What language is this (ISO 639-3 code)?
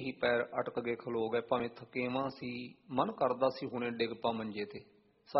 pan